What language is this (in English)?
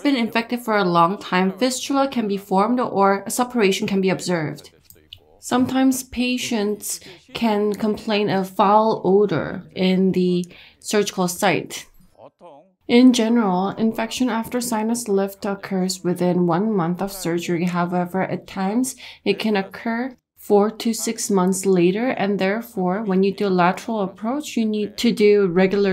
English